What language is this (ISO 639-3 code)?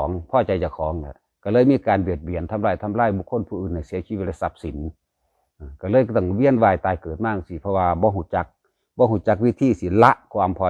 lao